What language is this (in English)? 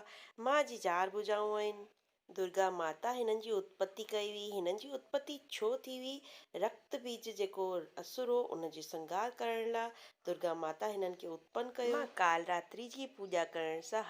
Sindhi